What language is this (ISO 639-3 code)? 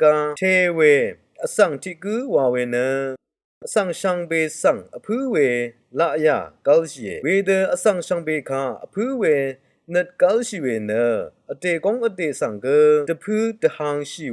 raw